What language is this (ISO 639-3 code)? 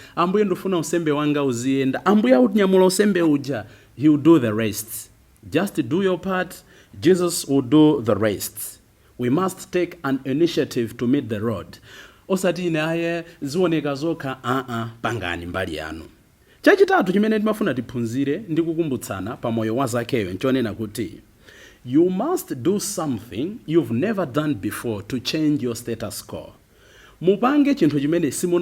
nya